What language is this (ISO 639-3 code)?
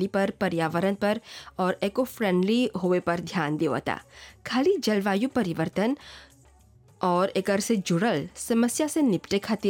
bho